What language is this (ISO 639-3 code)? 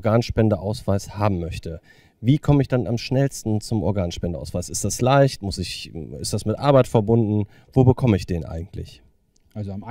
deu